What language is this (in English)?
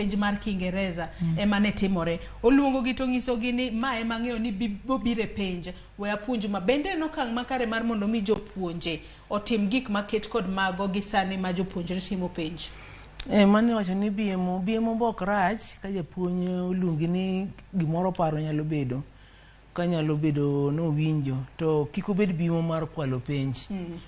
Luo (Kenya and Tanzania)